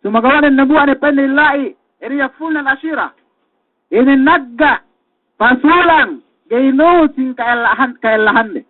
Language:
Yakan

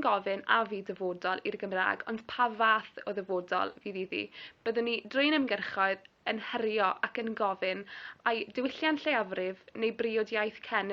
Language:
Welsh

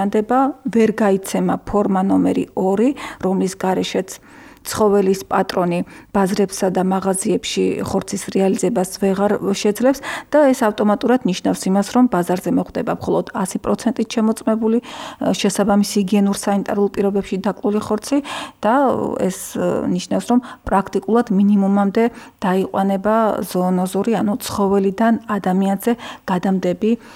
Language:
Georgian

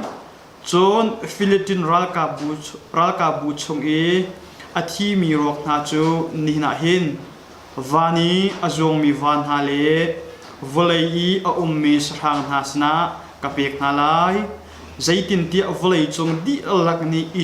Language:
Hakha Chin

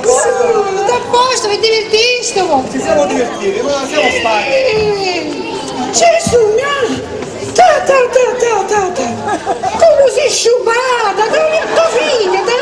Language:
Sicilian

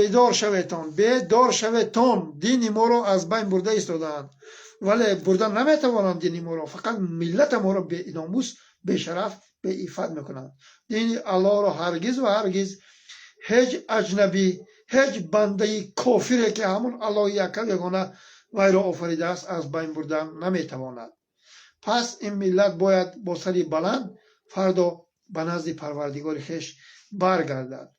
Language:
Tajik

